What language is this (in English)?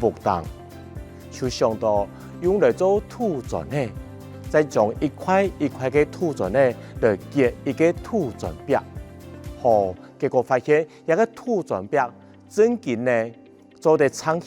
Hakka Chinese